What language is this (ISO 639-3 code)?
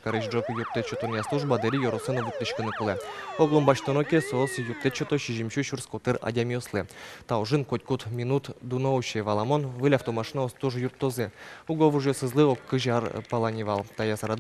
udm